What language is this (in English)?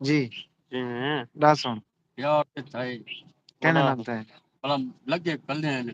Saraiki